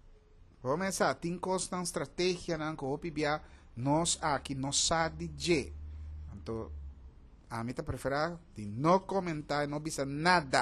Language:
Papiamento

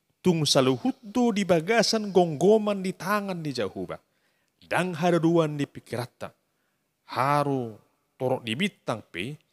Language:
Batak Toba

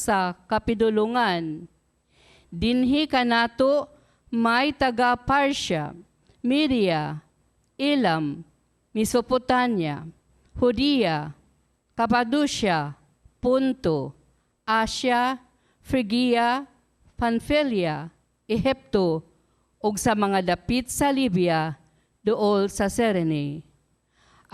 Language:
Cebuano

